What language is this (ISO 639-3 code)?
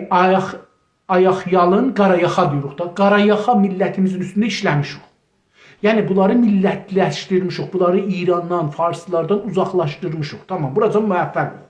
azb